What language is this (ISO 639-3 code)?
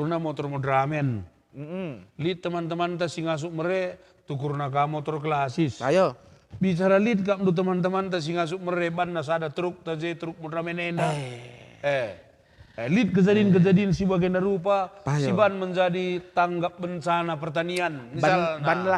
btx